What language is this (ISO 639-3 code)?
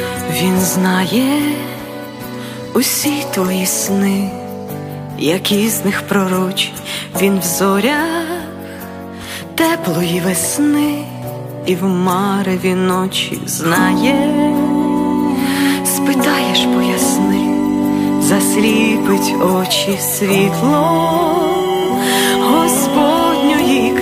ukr